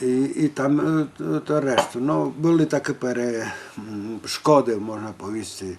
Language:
Rusyn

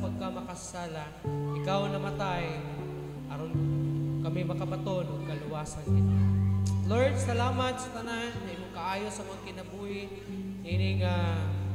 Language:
Cebuano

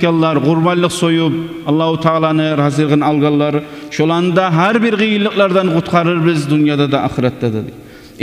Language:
Kumyk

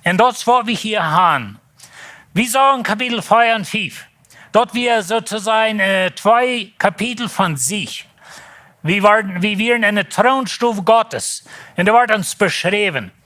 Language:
Plautdietsch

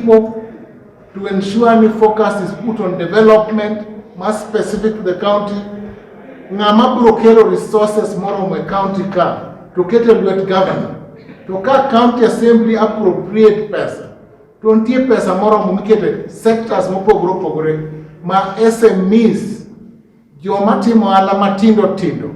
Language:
Luo (Kenya and Tanzania)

